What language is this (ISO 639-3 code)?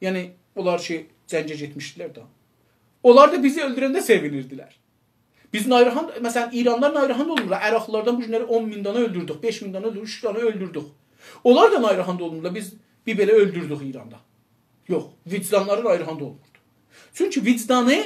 azb